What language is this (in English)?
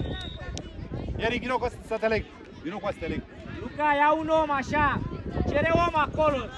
Romanian